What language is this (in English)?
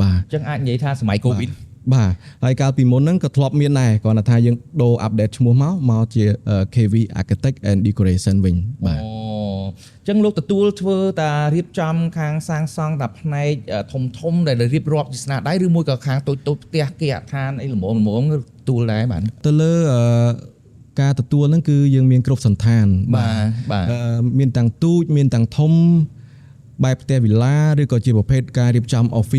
Khmer